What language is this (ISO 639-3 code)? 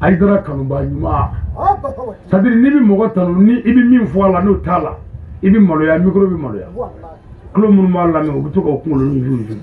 bam